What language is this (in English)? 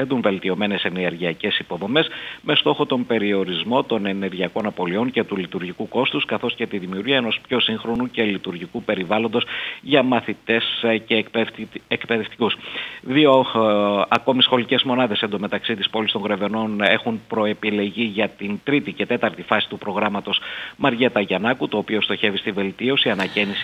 Greek